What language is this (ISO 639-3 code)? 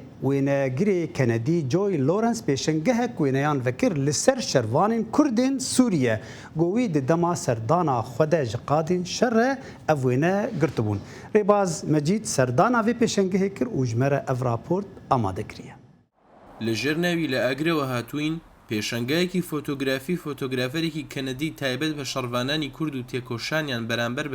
kur